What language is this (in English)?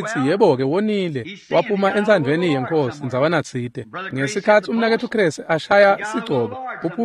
Swati